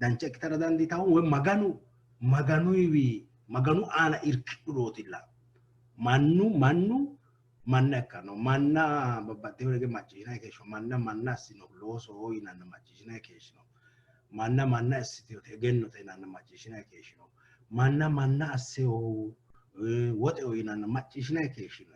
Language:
Sidamo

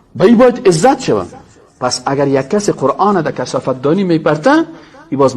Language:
Persian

